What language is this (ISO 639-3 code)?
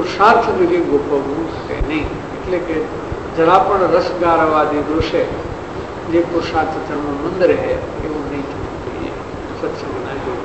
guj